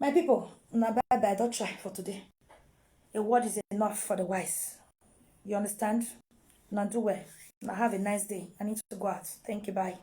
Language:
Nigerian Pidgin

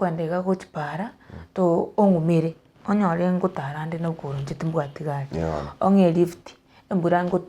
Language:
Gusii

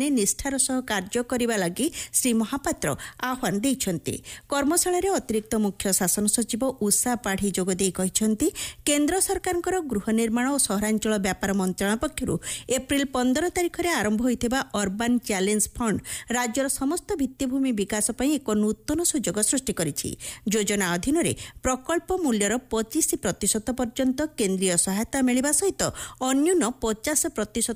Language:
Odia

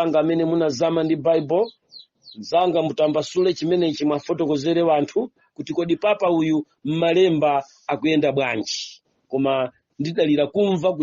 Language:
Nyanja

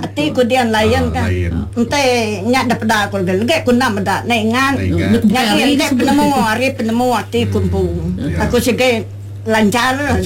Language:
Iban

